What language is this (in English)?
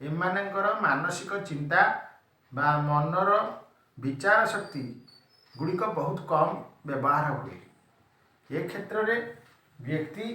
Odia